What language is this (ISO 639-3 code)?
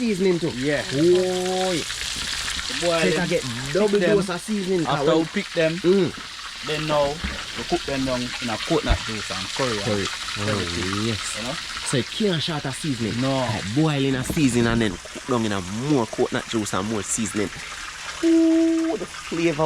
jam